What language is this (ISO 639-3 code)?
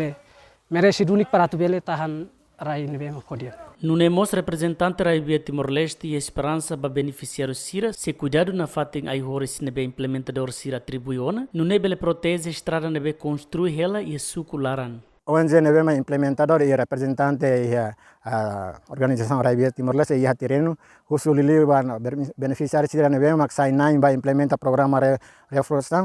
tet